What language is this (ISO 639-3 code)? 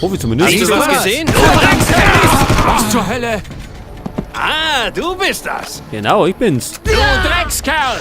bar